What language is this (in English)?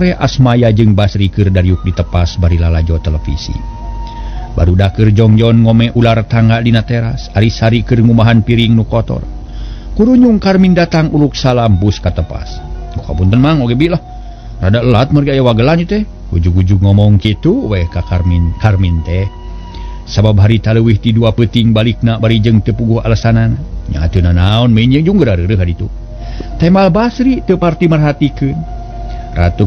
Sundanese